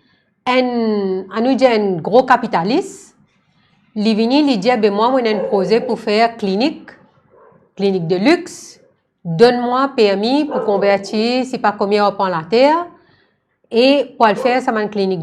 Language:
Morisyen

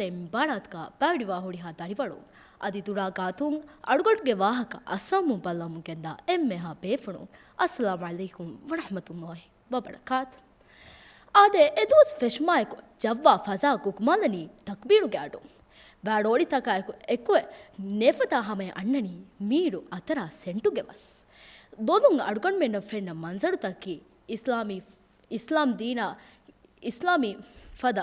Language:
Divehi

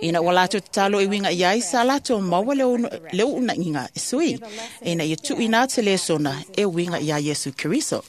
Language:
Samoan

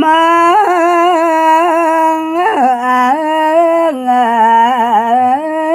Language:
Balinese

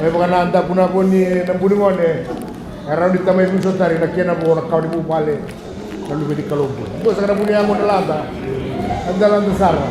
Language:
Fijian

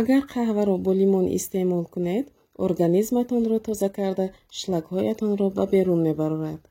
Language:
Tajik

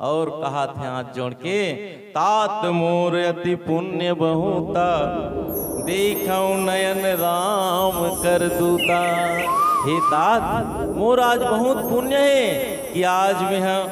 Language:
Chhattisgarhi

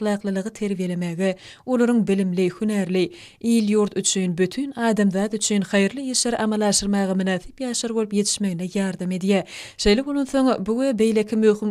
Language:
Turkmen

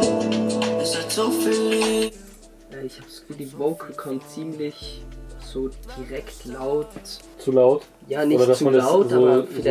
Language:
Swiss German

